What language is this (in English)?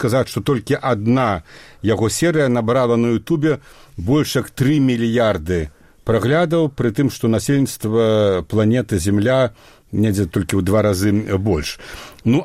Belarusian